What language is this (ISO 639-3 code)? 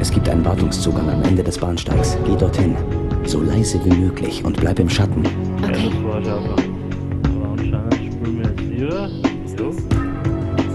bar